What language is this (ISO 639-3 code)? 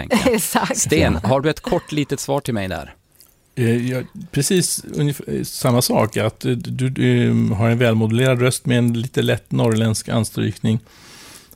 swe